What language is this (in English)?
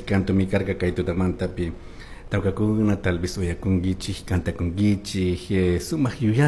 Chimborazo Highland Quichua